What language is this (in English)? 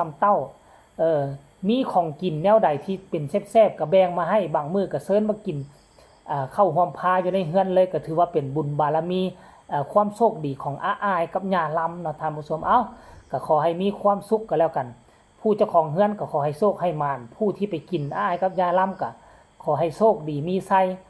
Northeastern Thai